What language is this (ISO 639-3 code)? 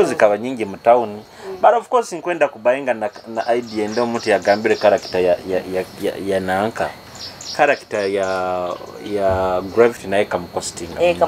nyo